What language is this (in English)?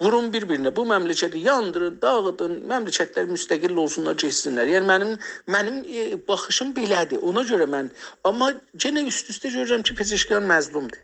South Azerbaijani